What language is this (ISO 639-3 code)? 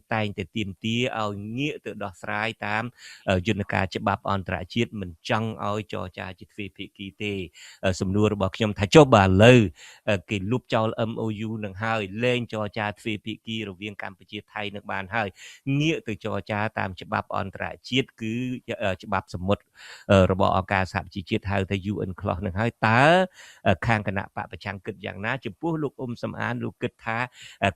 khm